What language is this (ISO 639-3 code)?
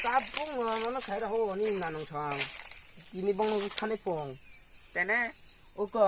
trp